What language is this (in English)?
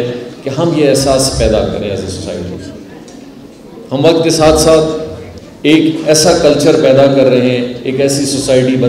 Urdu